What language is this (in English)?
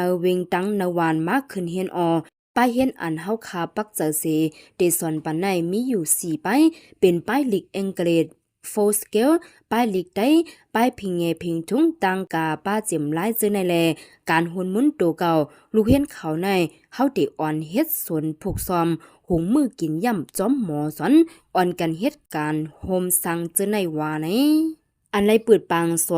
Shan